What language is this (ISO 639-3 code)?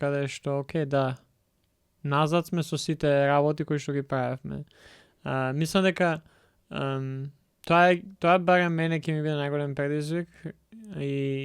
mkd